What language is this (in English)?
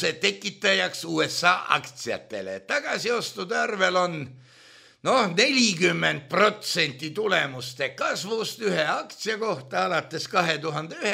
Estonian